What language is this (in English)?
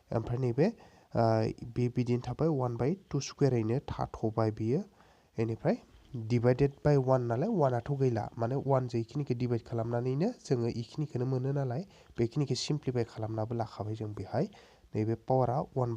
Bodo